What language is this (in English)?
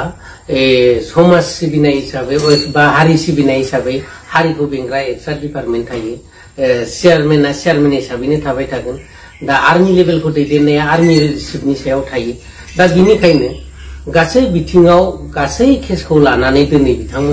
Bodo